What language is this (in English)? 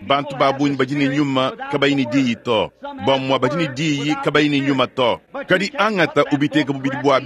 Luba-Lulua